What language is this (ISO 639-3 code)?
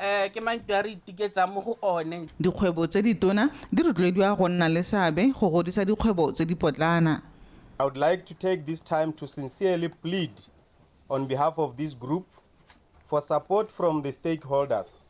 tsn